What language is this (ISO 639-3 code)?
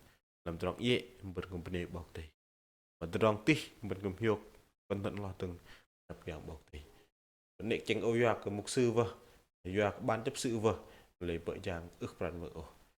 bdq